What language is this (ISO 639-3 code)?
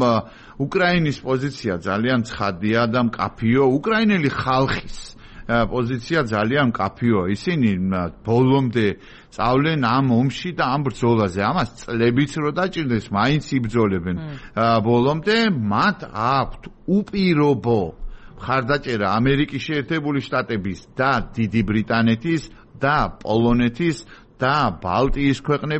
kat